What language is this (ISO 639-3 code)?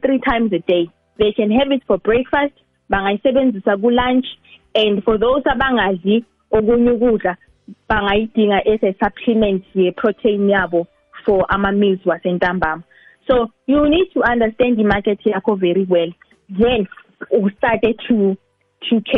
nbl